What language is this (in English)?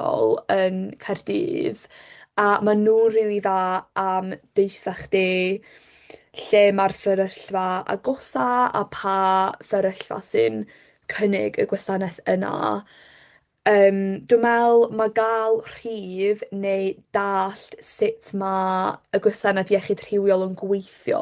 Welsh